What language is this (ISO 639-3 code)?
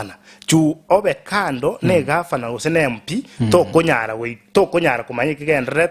guz